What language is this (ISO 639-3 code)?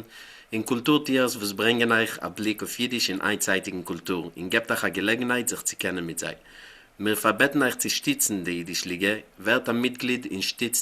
yid